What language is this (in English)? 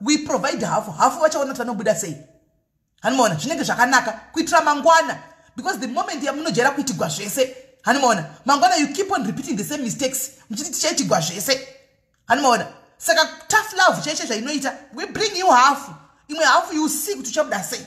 Shona